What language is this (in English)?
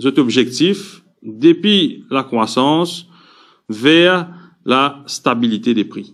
Morisyen